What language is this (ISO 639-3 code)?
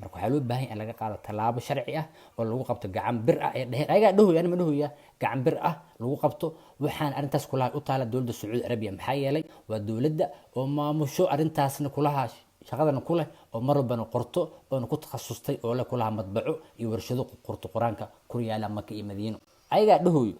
som